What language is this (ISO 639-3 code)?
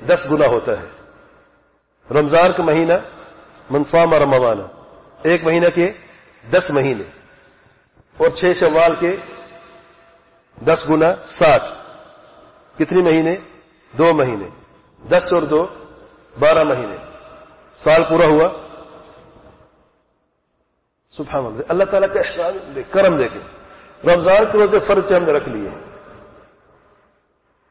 urd